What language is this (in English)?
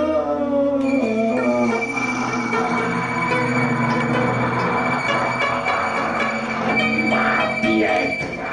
Italian